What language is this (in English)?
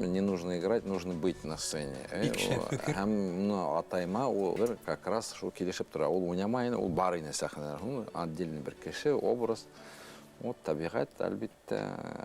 Bashkir